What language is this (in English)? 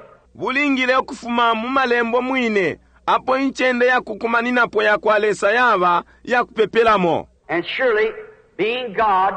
Bemba